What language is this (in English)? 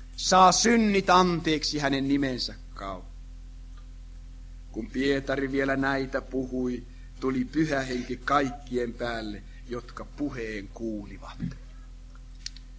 Finnish